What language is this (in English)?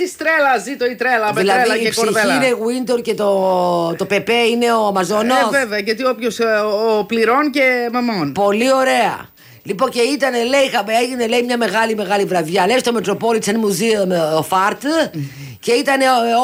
Greek